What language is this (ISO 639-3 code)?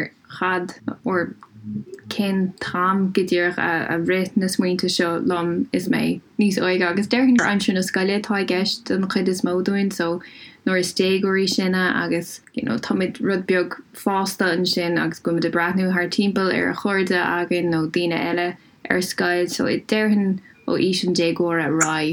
gle